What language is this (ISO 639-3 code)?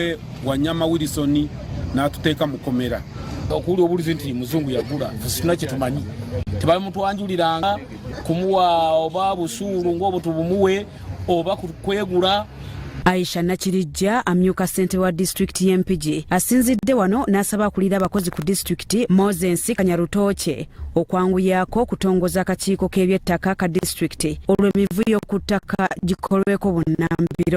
lug